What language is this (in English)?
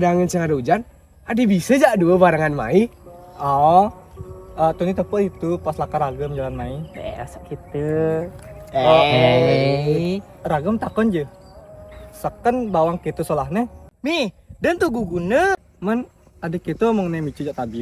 Balinese